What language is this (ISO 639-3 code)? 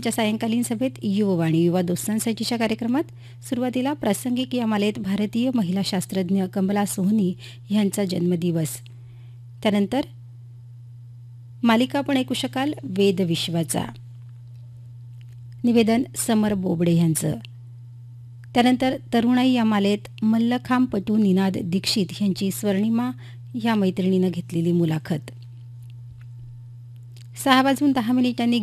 mar